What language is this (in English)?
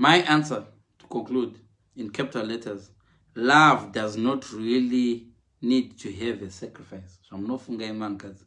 Shona